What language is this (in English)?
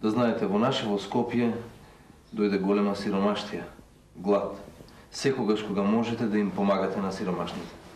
Macedonian